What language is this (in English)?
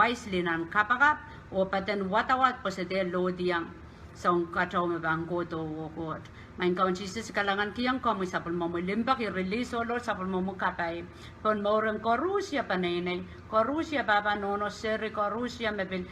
Pohnpeian